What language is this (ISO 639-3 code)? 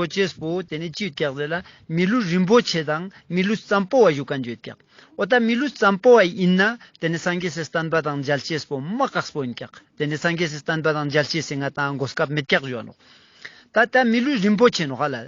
lbj